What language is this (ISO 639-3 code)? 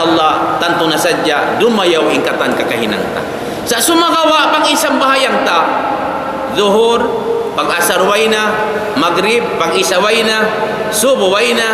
tsg